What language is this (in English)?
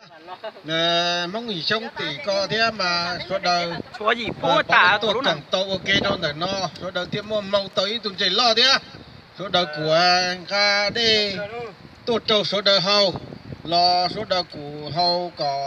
Hmong